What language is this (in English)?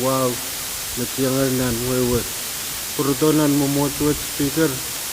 Pohnpeian